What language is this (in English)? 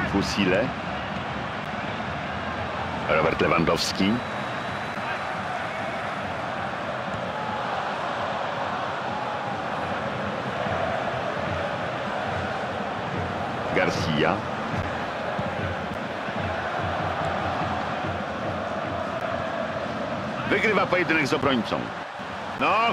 Polish